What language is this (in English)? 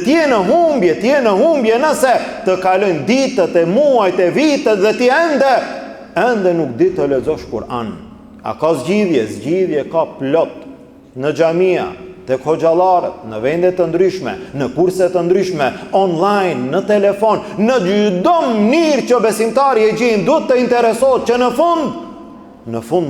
Albanian